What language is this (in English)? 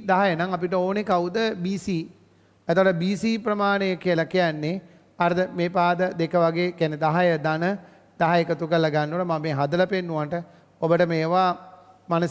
Sinhala